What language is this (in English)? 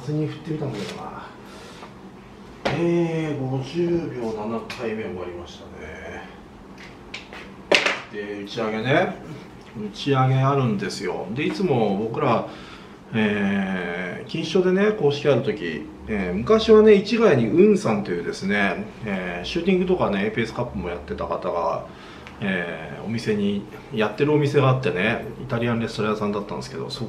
Japanese